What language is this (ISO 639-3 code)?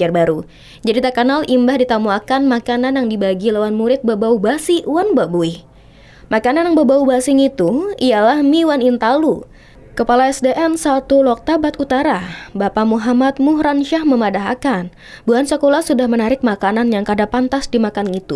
bjn